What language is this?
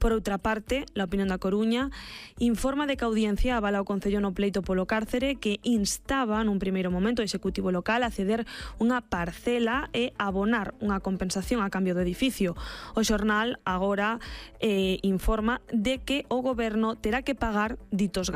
Galician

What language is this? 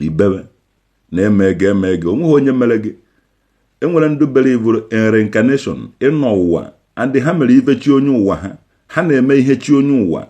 Igbo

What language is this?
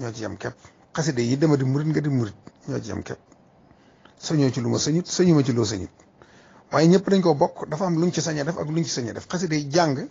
Wolof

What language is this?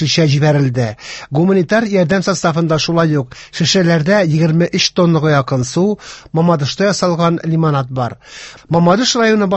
Tatar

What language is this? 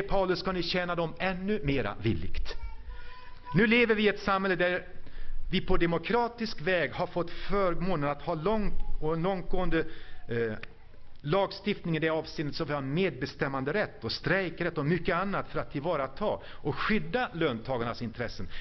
Swedish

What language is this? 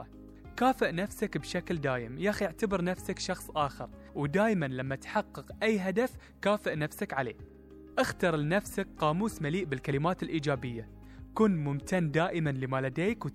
Gulf Arabic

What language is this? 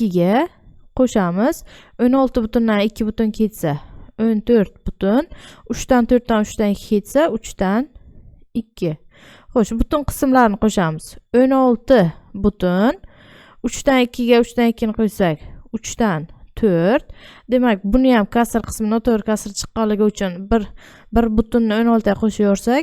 Uzbek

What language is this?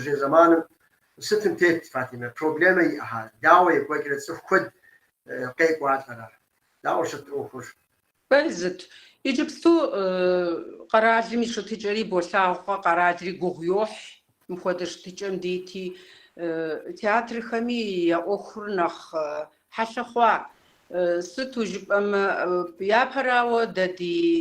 Kabardian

